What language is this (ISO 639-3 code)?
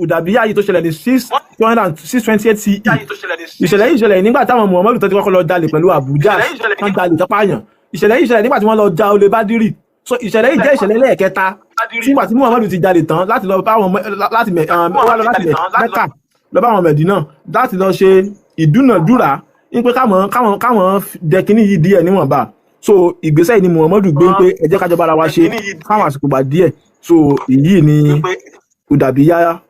yor